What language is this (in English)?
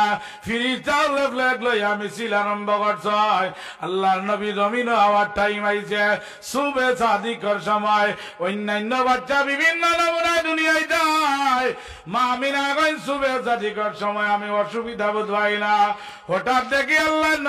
Sylheti